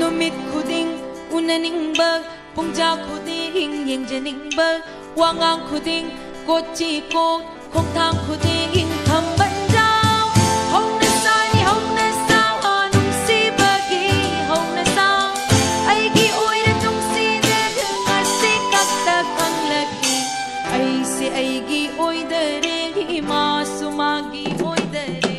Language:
Manipuri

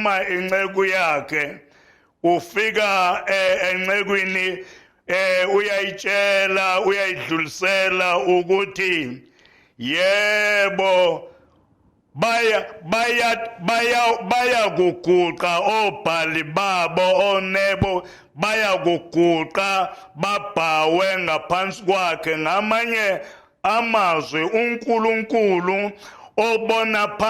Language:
Zulu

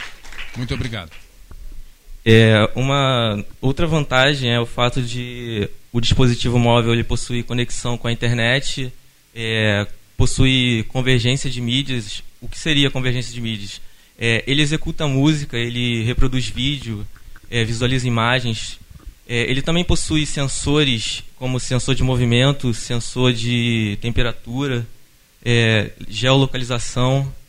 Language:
Portuguese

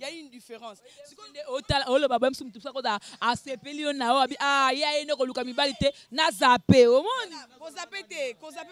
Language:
Lingala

